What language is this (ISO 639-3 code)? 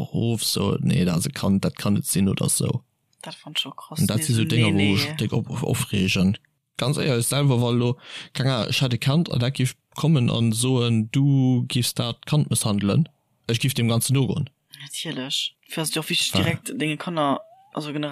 ltz